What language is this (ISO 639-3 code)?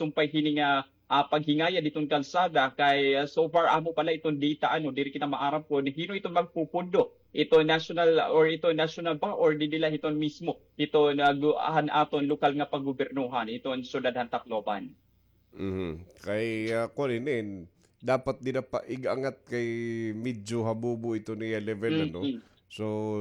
war